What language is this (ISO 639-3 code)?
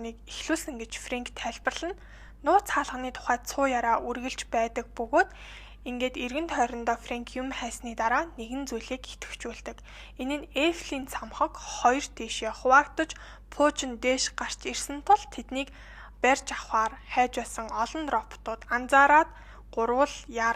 mon